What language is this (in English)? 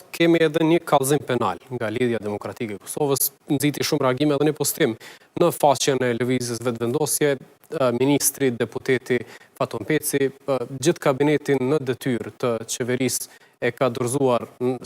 Albanian